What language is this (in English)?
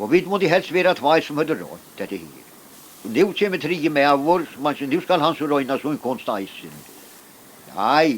Faroese